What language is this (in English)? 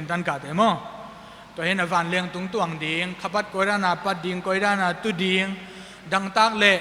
Tedim Chin